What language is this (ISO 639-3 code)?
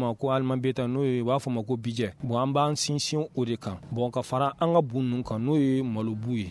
bam